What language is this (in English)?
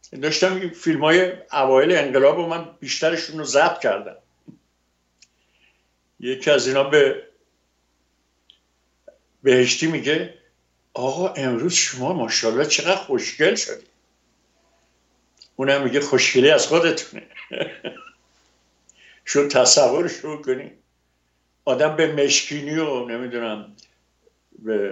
Persian